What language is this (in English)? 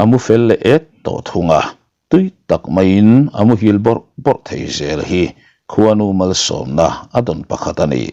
Mizo